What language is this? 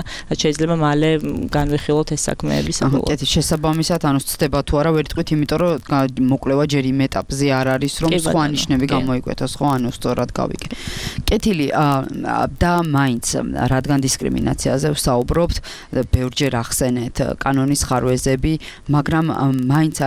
Georgian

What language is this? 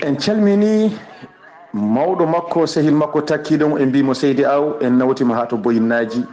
Fula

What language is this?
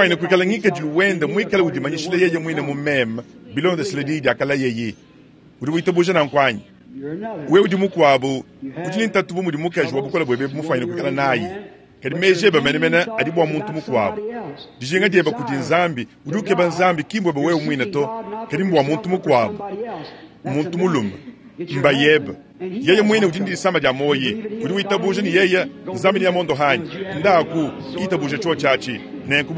Luba-Lulua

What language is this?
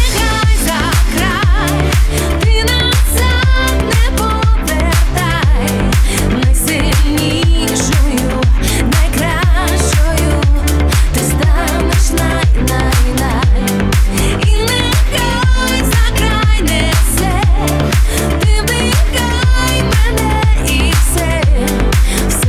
Ukrainian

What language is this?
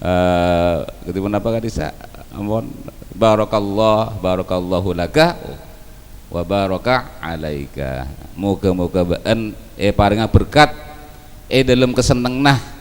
Madurese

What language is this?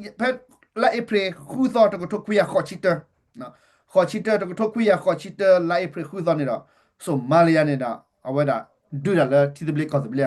S'gaw Karen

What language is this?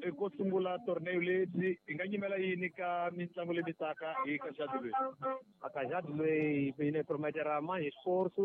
Tsonga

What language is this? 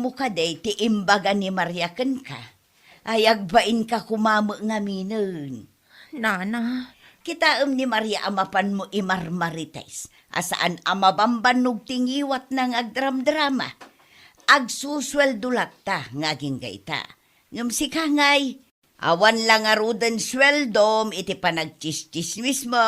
Iloko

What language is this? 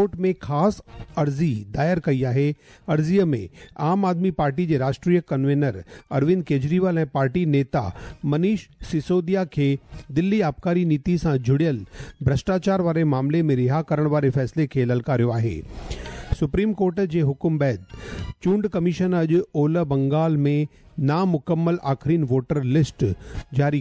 Sindhi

